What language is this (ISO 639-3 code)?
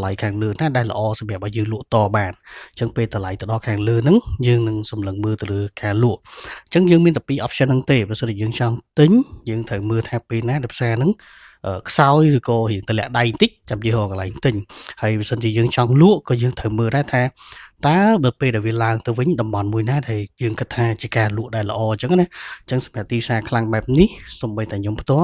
khm